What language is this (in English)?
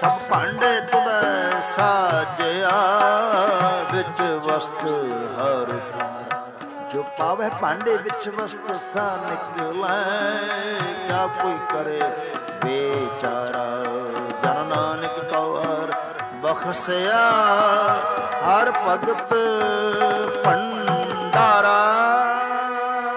Punjabi